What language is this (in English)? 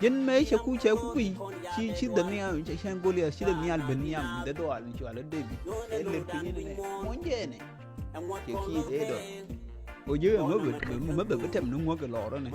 Nuer